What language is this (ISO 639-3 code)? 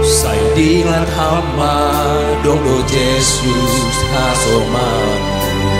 bts